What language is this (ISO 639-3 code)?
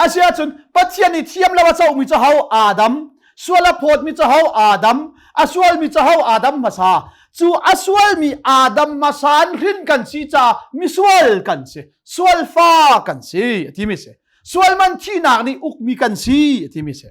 cnh